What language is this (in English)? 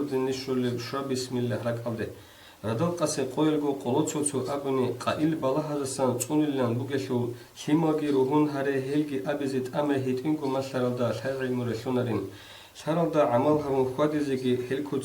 Avaric